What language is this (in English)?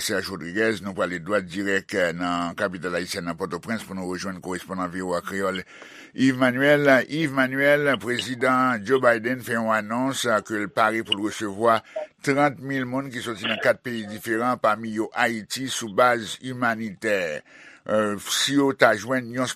Haitian Creole